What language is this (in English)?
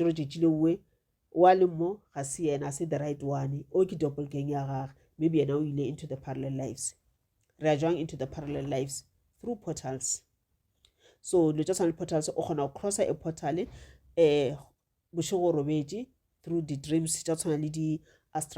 Northern Sotho